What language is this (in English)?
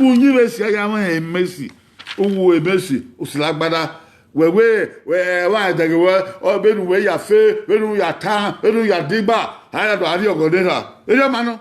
Bini